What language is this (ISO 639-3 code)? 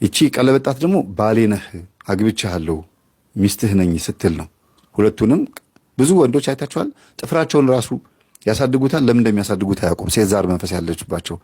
amh